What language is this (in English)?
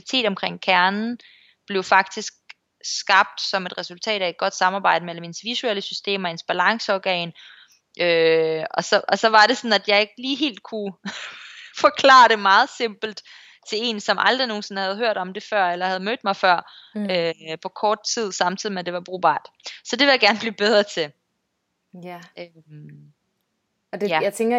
Danish